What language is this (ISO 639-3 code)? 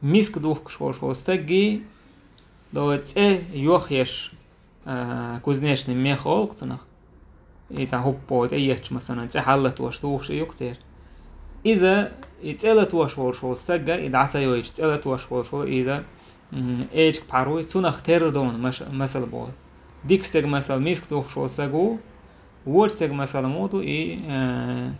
che